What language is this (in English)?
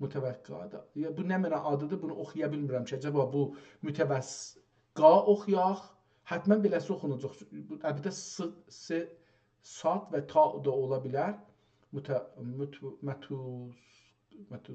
South Azerbaijani